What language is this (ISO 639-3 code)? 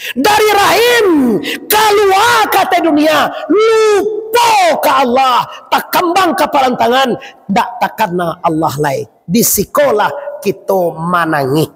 min